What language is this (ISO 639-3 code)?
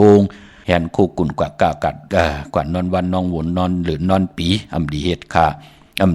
shn